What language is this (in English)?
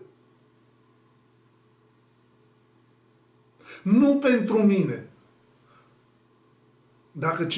Romanian